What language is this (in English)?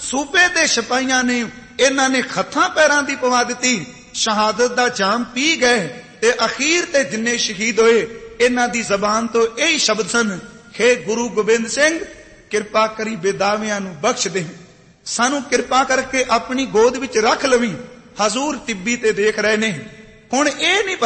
Punjabi